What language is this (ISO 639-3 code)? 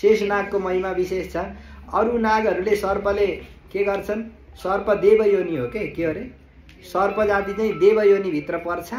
nep